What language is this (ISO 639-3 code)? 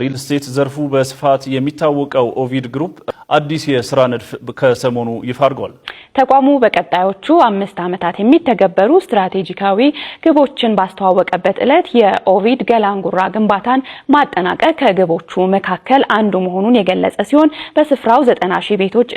amh